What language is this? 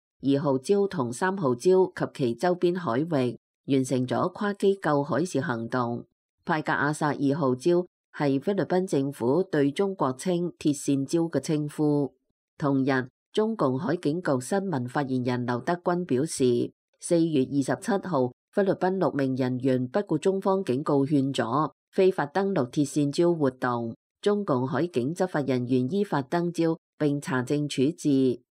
Cantonese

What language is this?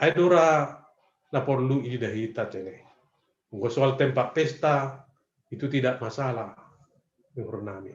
Batak Simalungun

